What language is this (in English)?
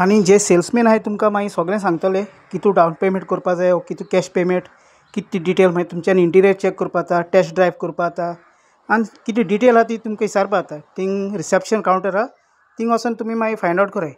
Konkani